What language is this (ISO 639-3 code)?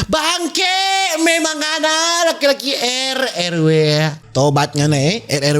xmm